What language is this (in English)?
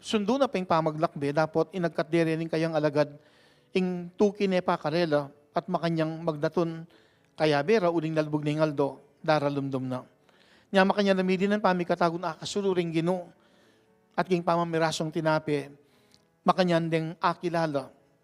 Pampanga